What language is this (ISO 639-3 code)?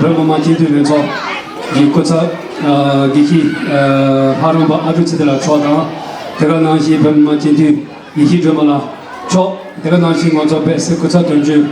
bod